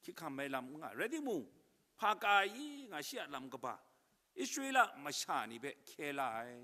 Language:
Kachin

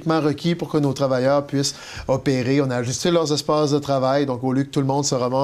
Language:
French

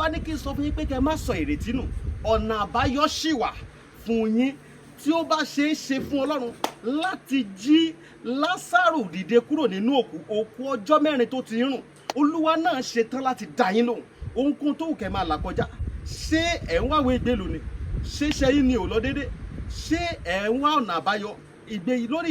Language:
Yoruba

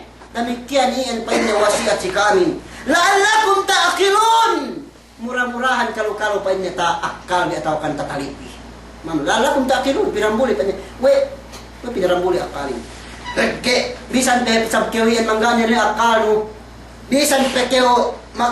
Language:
Yakan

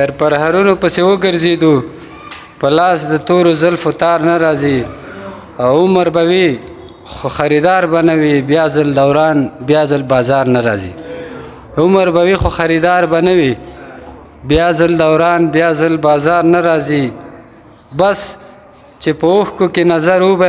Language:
Pashto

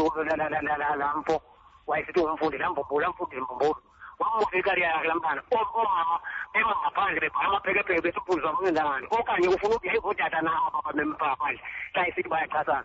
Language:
Xhosa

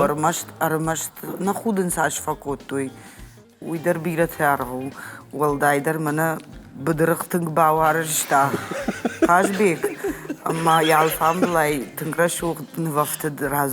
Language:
Ossetic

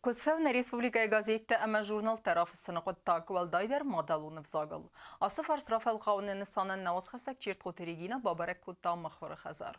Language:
Ossetic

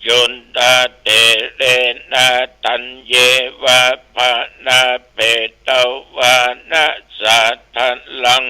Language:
Pali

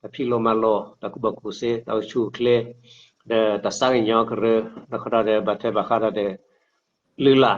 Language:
S'gaw Karen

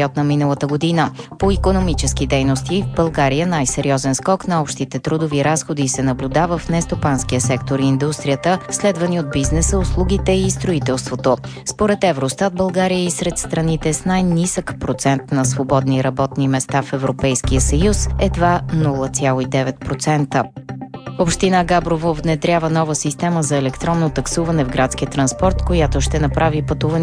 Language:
Bulgarian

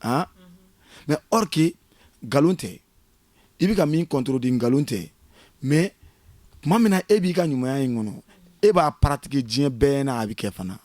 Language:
Bambara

